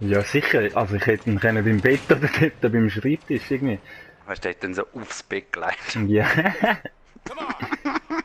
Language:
Swiss German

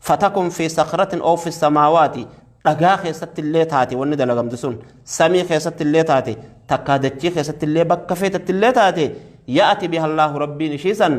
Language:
Oromo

